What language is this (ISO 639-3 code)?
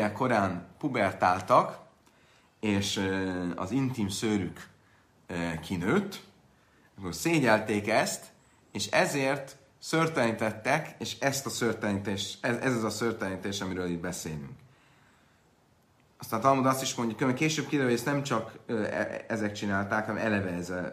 hun